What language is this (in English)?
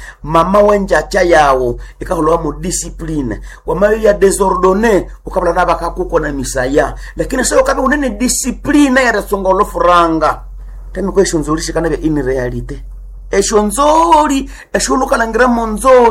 Nande